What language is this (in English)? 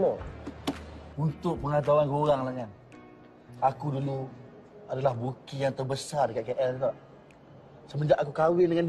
Malay